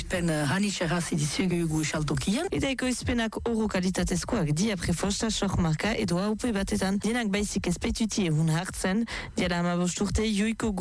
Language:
Basque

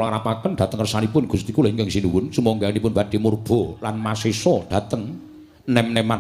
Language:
Javanese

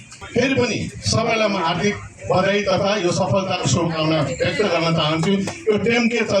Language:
Nepali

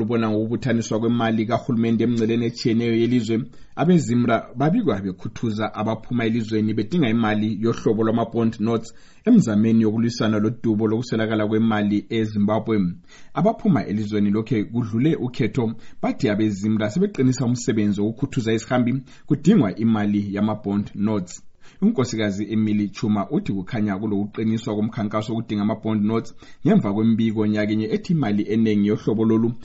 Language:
North Ndebele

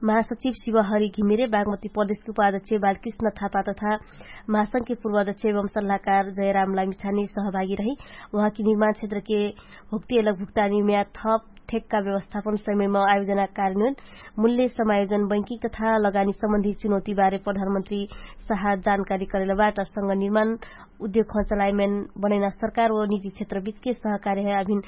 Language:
Dangaura Tharu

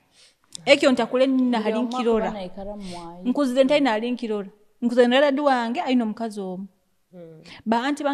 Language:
Nyoro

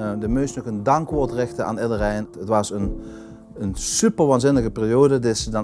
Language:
Limburgish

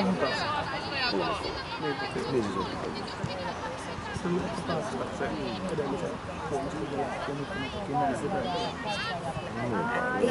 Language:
Finnish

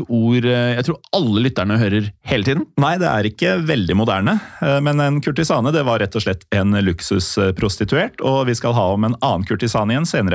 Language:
Norwegian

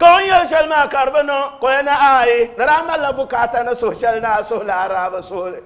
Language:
Dagbani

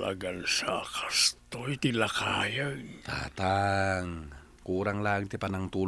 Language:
Iloko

